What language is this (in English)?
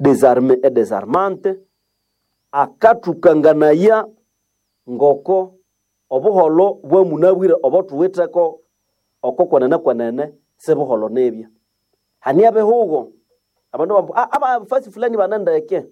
Nande